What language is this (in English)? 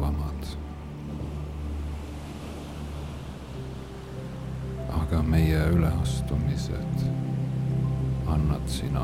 Estonian